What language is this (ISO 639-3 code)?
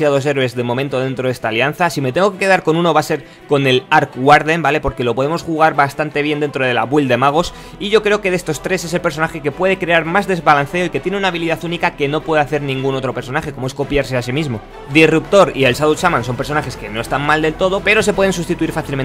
spa